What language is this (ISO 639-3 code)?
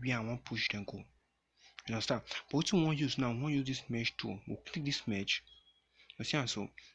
pcm